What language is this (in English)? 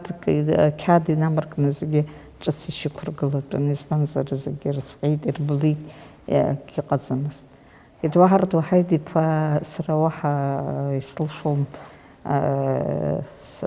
Abkhazian